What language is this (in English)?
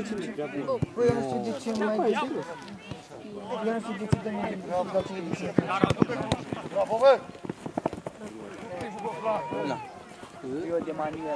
Romanian